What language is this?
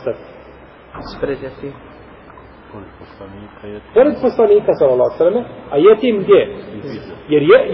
Bosnian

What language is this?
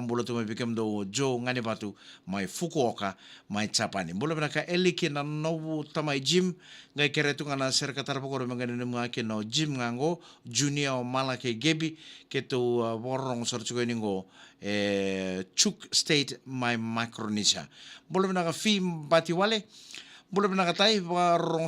Fijian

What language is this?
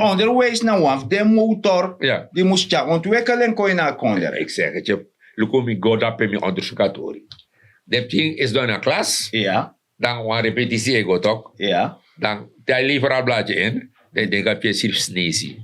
Sranan Tongo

